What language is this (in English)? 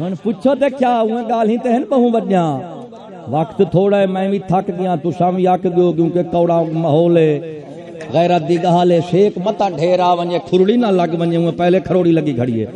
Saraiki